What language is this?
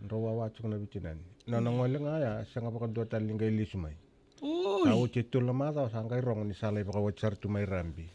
Fijian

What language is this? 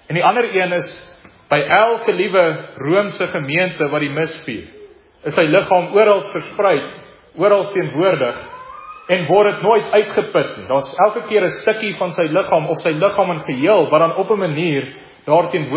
Afrikaans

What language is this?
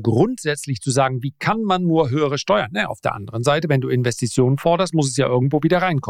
German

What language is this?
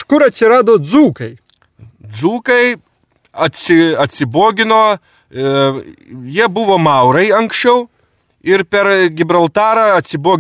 Lithuanian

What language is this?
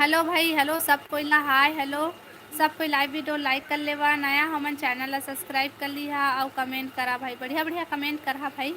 Chhattisgarhi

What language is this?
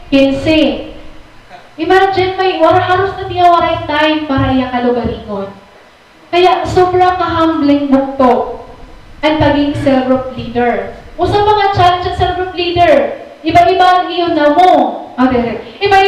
Waray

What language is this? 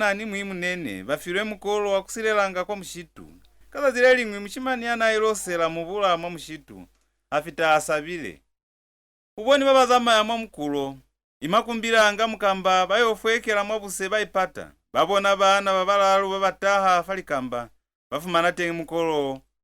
Lozi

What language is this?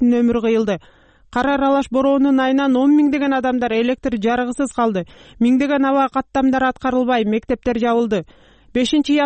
Kyrgyz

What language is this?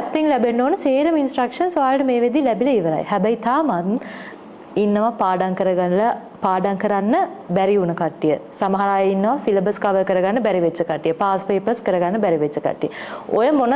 Sinhala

